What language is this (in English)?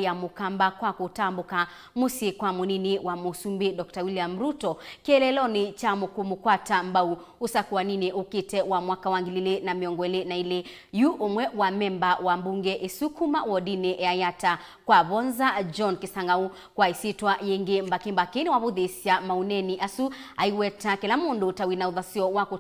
Kamba